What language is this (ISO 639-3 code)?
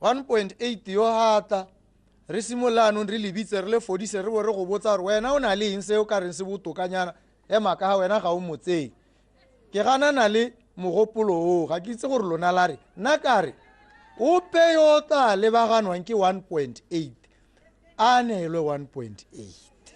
tsn